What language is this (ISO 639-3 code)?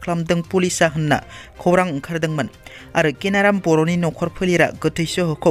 brx